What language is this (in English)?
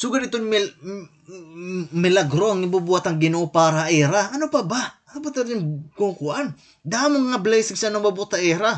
Waray